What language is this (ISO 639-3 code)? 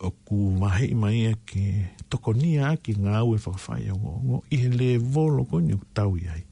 ton